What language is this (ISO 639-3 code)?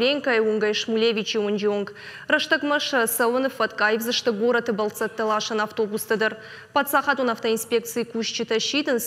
oss